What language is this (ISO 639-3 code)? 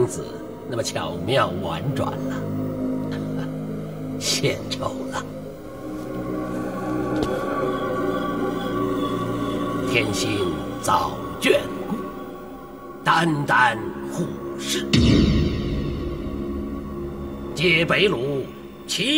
zho